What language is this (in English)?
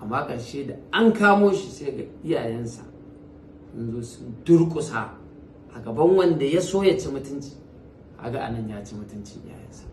Hausa